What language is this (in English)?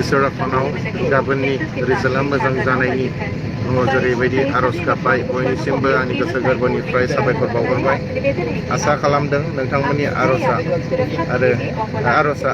Bodo